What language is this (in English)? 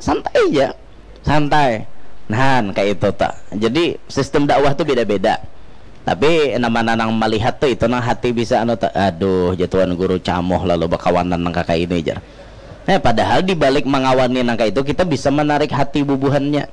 Banjar